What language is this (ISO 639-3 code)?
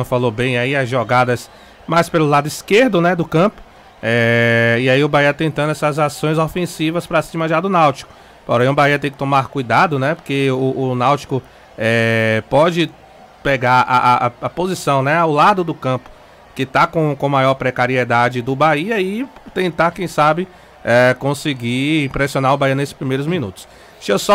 por